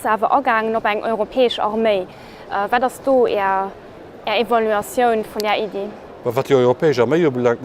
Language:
Luxembourgish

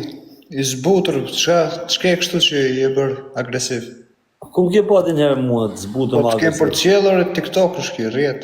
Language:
Albanian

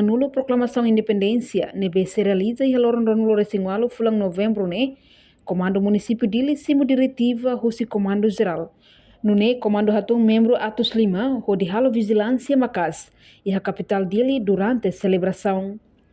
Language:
Tetum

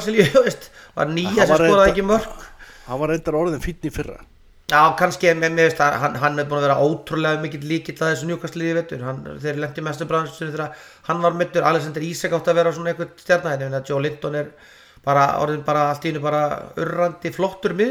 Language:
Icelandic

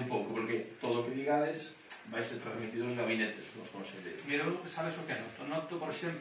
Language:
Galician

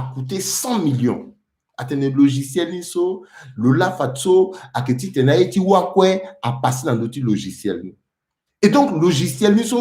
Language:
Sango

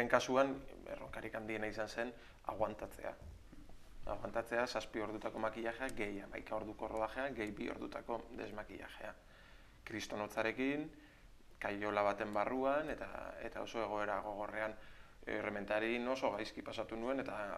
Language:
Basque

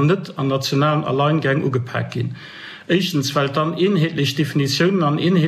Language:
Luxembourgish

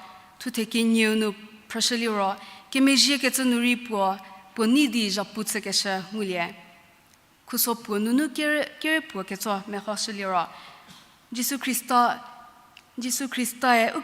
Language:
Angami Naga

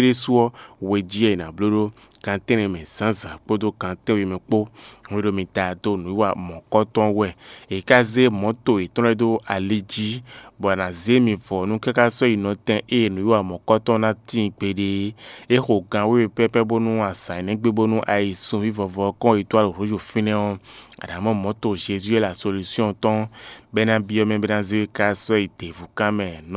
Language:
Fon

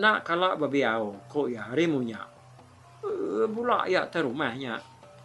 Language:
Iban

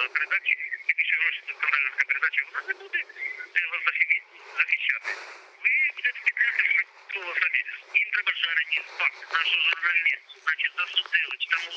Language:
Ukrainian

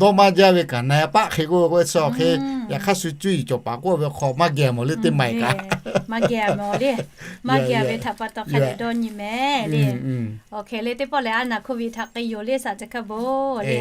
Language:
Lahu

